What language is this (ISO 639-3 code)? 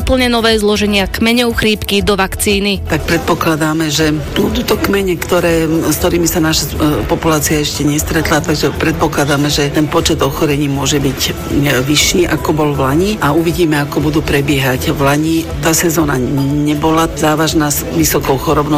slk